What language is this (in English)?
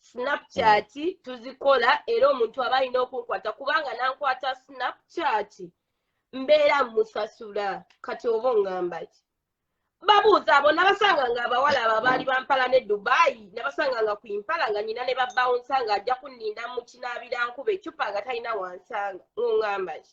Ganda